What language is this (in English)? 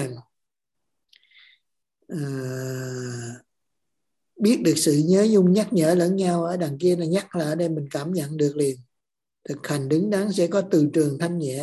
Vietnamese